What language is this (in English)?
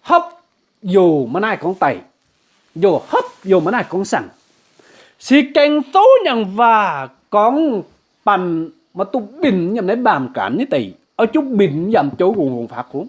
Kim Mun